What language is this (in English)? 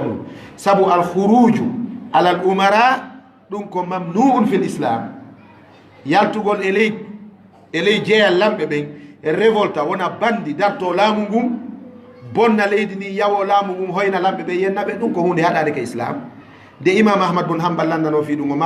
Fula